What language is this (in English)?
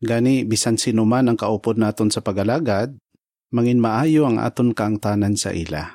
Hiligaynon